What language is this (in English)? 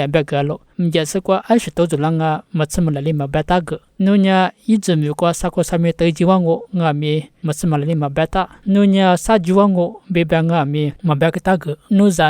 Lisu